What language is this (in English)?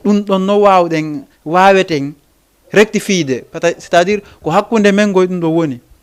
Fula